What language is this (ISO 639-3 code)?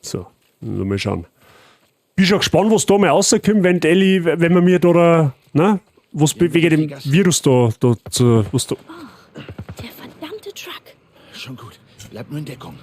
bar